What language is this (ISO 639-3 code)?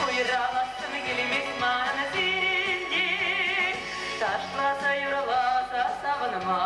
chv